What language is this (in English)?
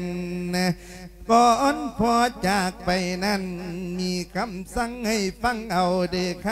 Lao